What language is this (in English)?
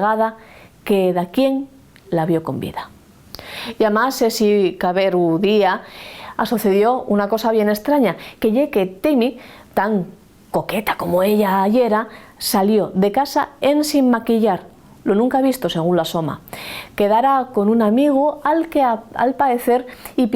Asturian